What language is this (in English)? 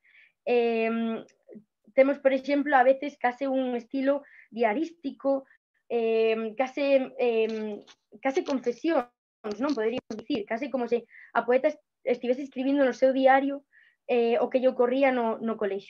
Galician